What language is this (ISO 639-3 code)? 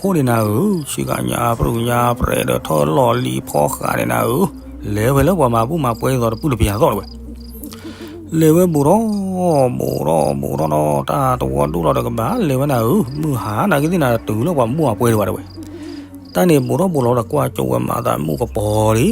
ksw